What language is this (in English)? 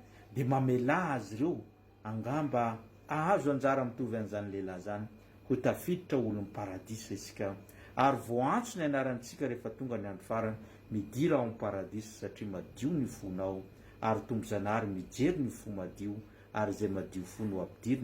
Malagasy